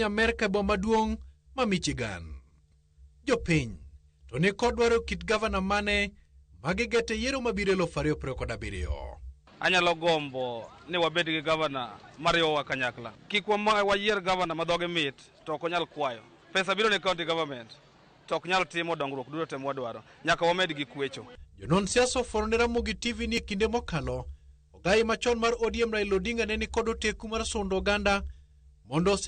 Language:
Luo (Kenya and Tanzania)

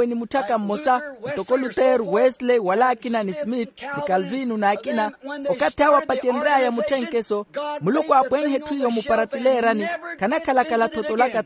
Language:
Makhuwa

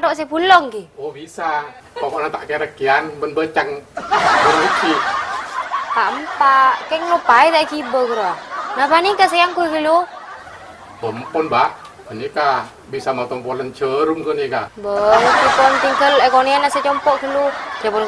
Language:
Madurese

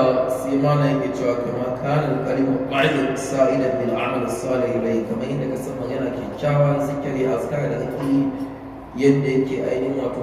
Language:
Hausa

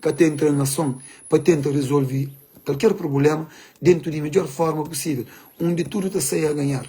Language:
Kabuverdianu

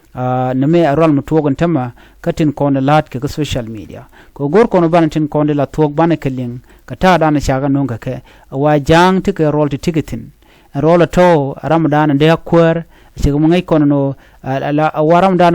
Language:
Nuer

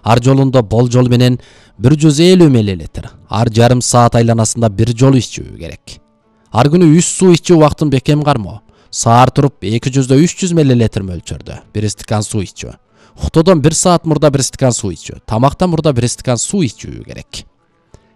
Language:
Kyrgyz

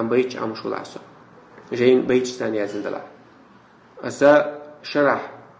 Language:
Chechen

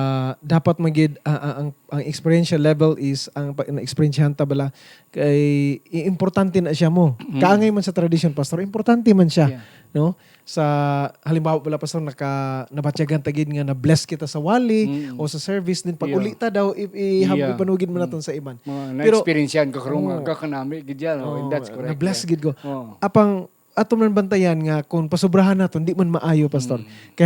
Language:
Hiligaynon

